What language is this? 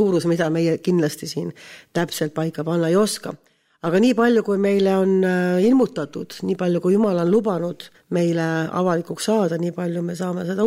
Estonian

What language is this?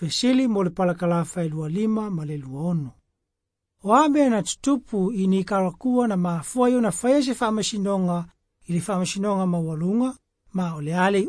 Samoan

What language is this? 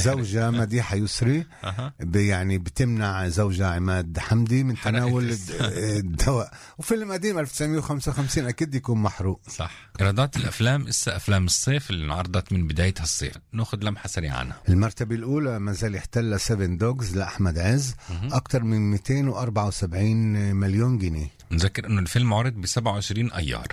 North Levantine Arabic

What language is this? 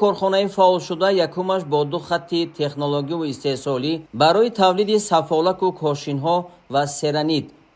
Tajik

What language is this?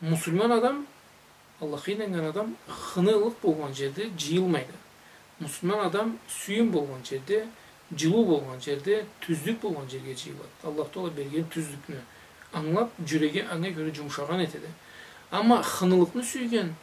Karachay-Balkar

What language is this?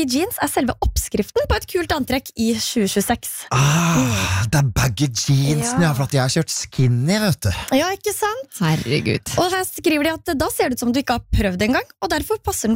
Norwegian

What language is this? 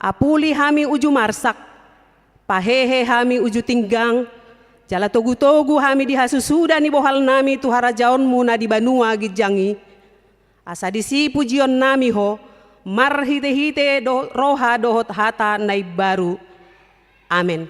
Batak Toba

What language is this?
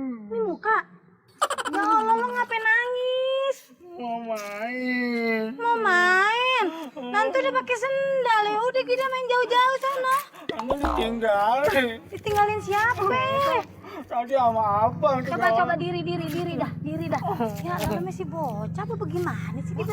Betawi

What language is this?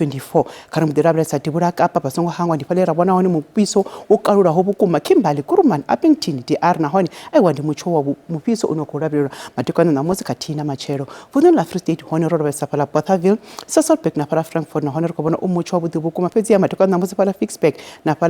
Venda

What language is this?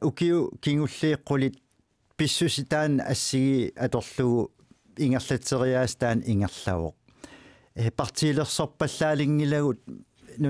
Kalaallisut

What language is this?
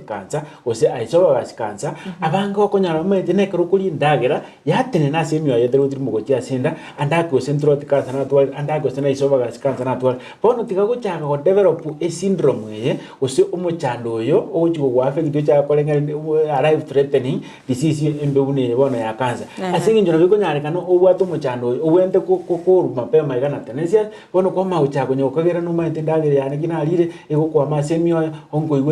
Gusii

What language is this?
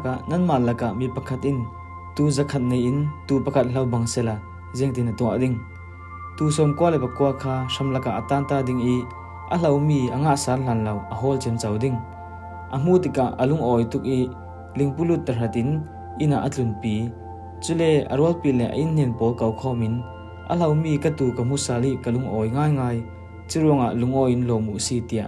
Falam Chin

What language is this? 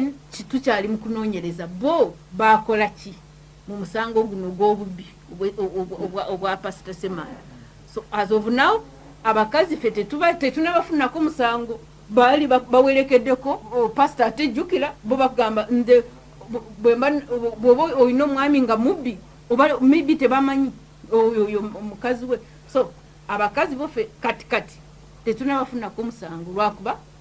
Ganda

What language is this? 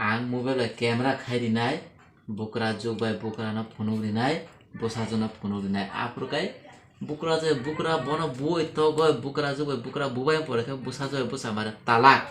Kok Borok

